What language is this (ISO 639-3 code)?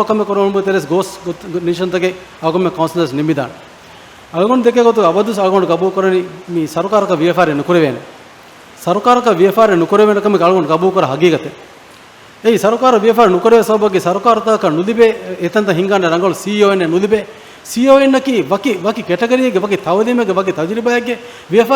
div